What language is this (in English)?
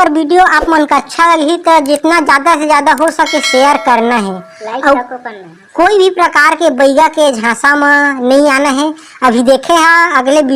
Chhattisgarhi